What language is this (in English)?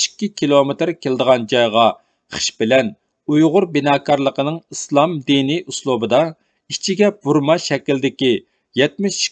Uyghur